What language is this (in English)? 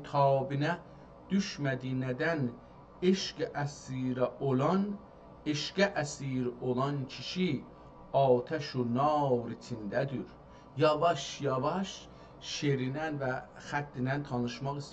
South Azerbaijani